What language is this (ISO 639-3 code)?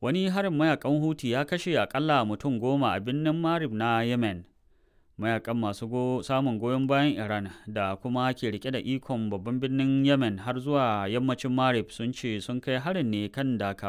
hau